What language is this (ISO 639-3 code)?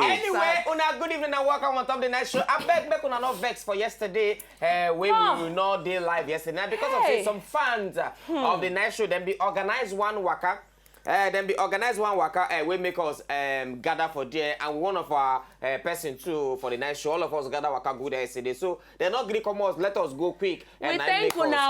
pcm